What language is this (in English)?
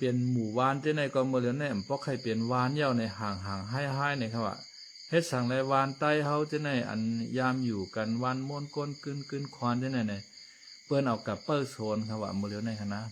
Shan